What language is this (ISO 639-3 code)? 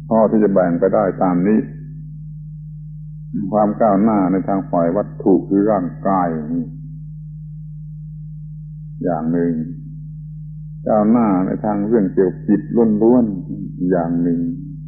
tha